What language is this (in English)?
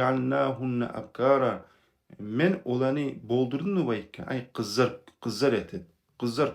Kumyk